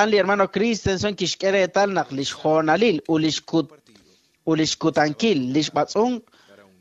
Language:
Kekchí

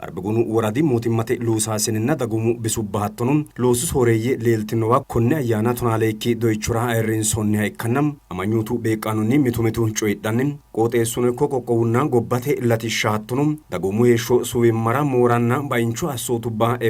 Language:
Sidamo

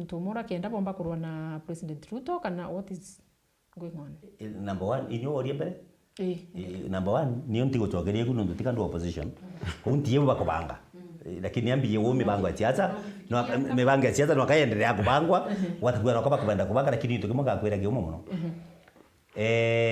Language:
Meru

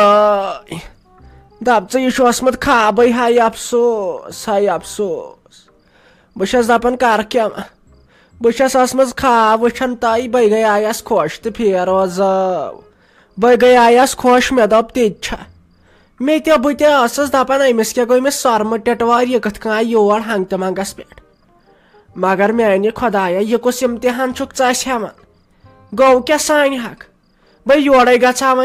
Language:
Kashmiri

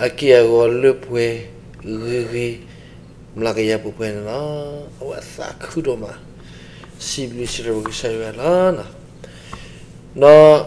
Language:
S'gaw Karen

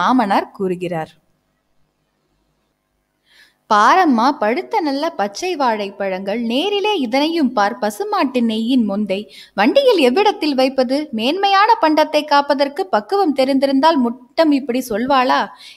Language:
Tamil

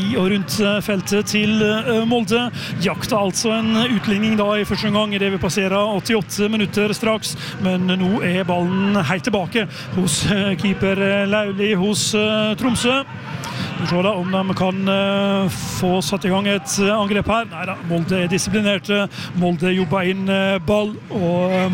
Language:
Norwegian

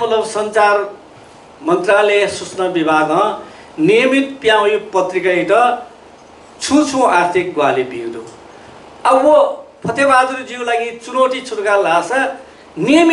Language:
Newari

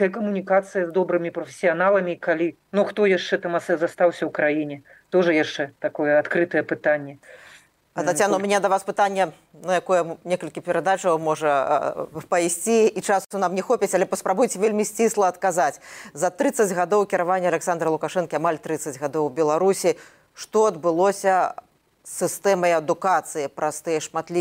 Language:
Belarusian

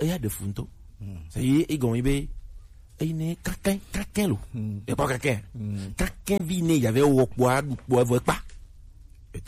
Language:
Gen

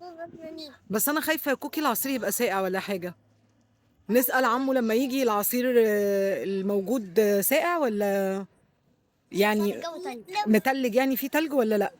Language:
Egyptian Arabic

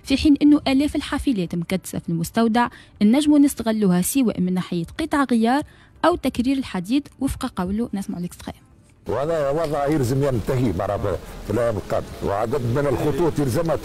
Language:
Tunisian Arabic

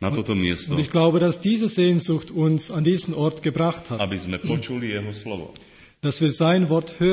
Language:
Slovak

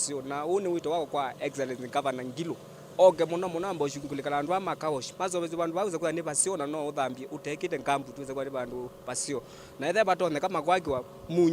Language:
Kamba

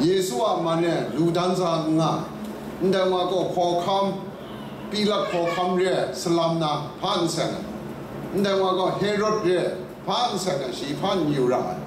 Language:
Kachin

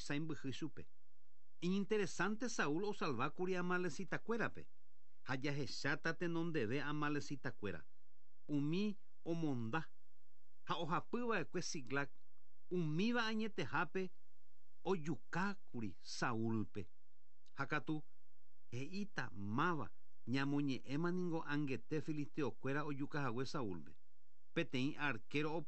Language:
Guarani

